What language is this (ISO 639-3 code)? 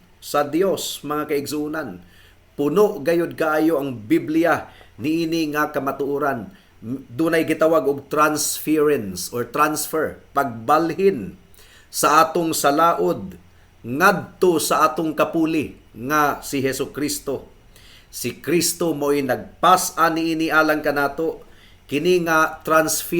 ceb